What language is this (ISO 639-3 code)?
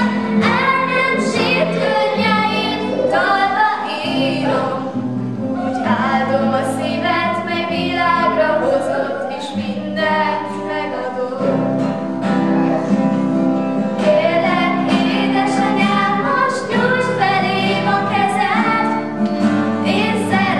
hun